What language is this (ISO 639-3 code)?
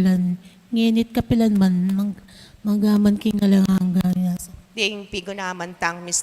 pam